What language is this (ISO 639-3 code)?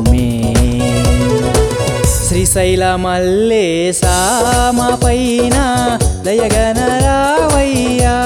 tel